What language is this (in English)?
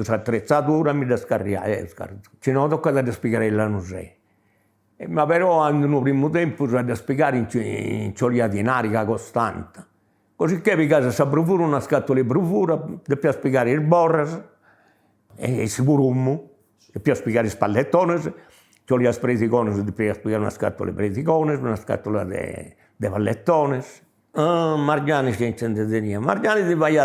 Sardinian